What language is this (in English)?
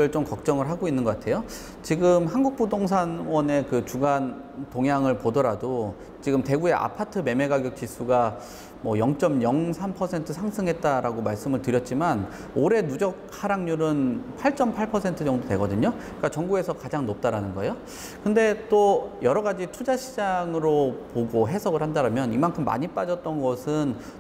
Korean